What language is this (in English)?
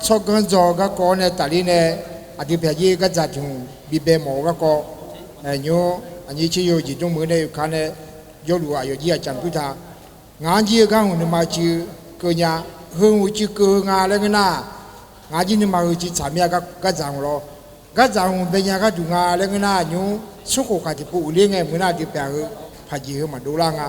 Akha